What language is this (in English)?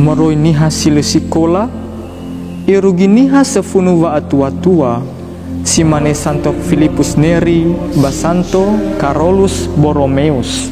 Nias